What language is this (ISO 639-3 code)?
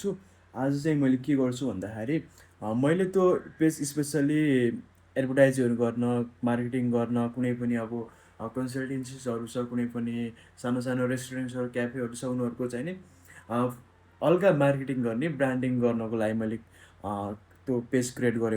nep